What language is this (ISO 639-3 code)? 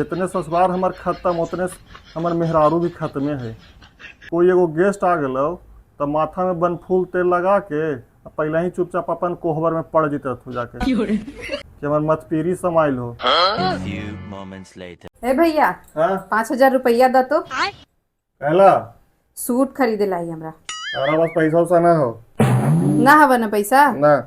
mag